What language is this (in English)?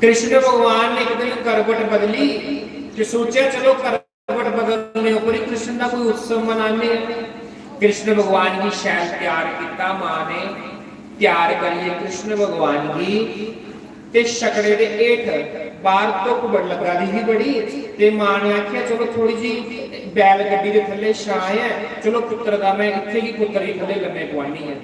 Dogri